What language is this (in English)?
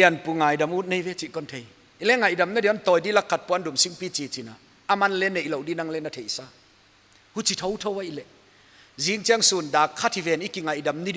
Paite Chin